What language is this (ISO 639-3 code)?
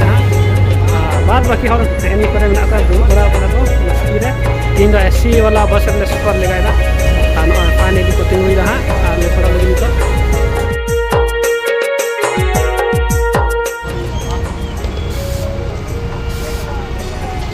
sat